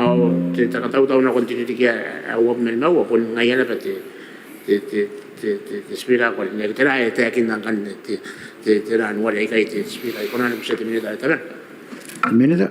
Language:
Gilbertese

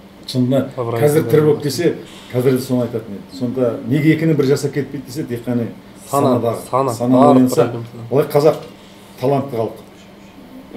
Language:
Kazakh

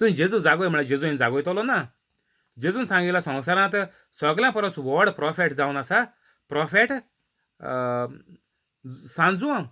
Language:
Konkani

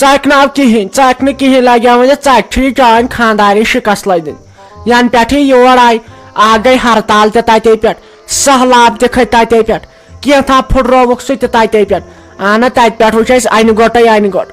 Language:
Kashmiri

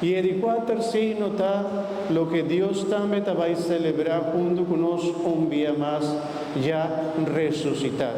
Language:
Papiamento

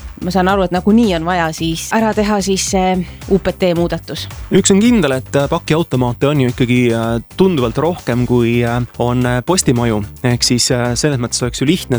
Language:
Estonian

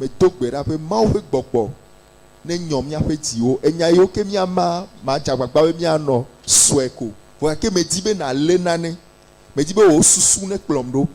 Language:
Ewe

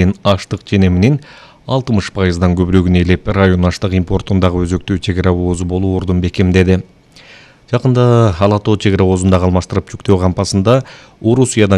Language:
Kyrgyz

